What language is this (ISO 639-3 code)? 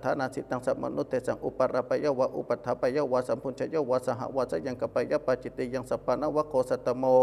pli